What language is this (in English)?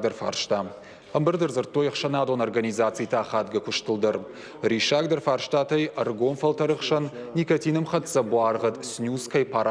Ossetic